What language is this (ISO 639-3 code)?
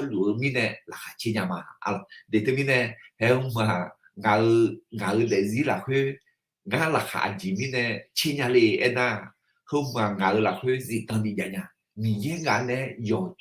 ahk